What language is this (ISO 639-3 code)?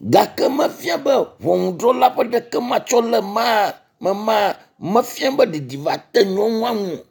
ewe